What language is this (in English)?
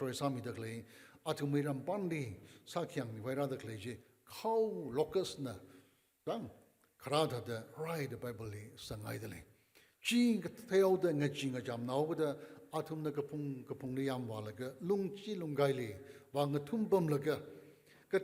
Tangkhul Naga (India)